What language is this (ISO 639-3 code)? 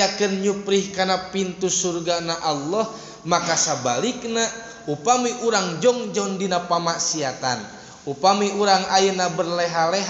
sun